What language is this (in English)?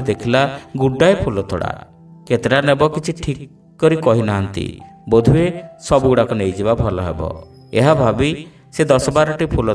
Odia